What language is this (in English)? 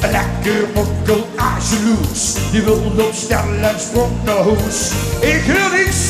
Limburgish